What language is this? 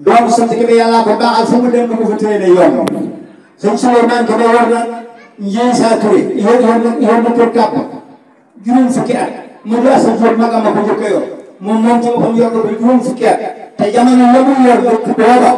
Wolof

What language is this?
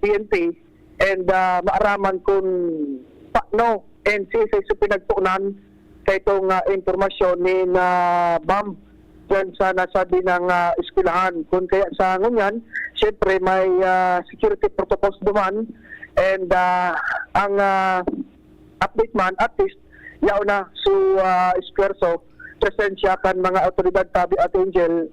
Bikol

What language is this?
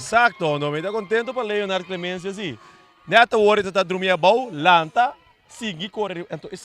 Papiamento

